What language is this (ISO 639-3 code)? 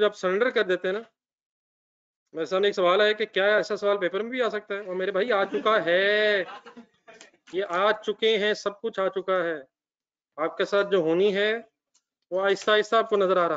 hin